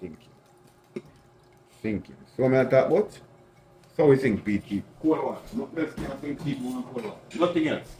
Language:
Jamaican Creole English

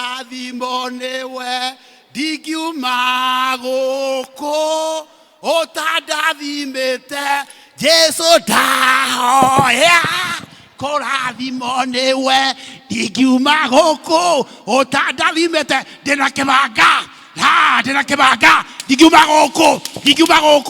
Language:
Kikuyu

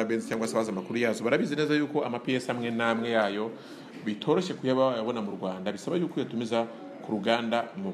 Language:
Kinyarwanda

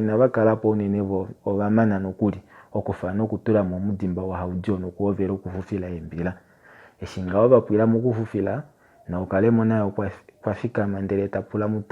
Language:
Kuanyama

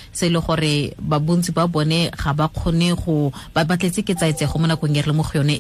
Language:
Tswana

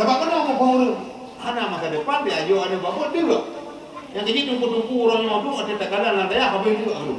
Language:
Achinese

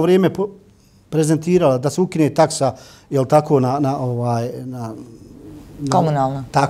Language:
Bosnian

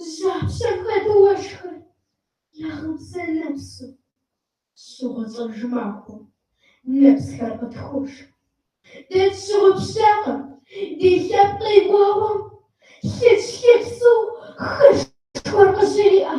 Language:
Kabardian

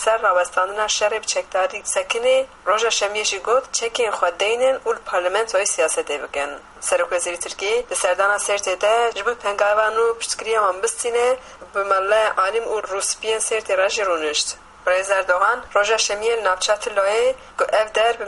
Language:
Kurdish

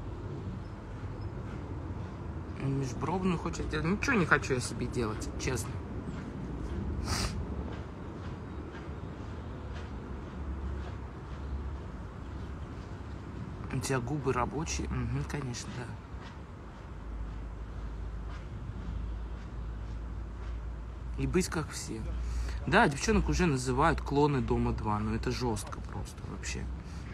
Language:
Russian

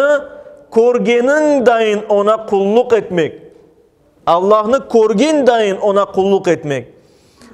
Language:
Crimean Tatar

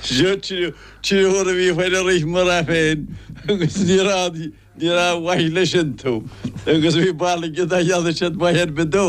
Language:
Irish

